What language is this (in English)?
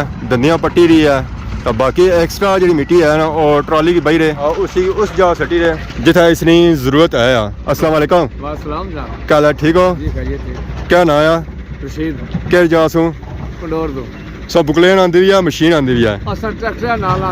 Pahari-Potwari